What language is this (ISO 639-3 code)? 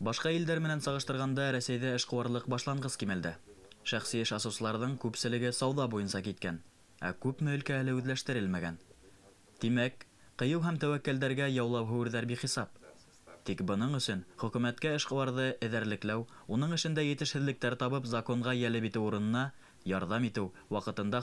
bak